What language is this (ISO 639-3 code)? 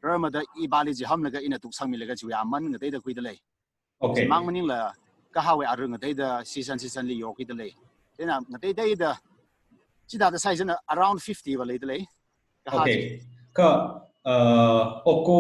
nmf